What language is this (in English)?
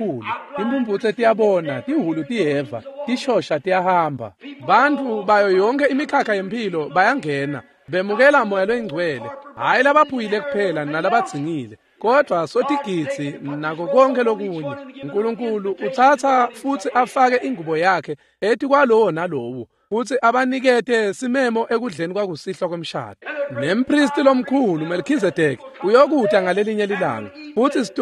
Swati